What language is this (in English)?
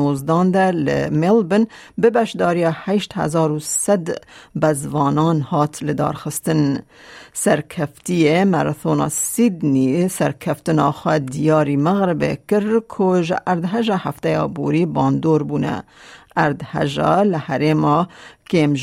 Kurdish